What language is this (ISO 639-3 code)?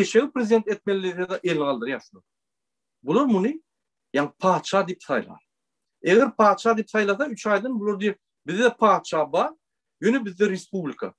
tuk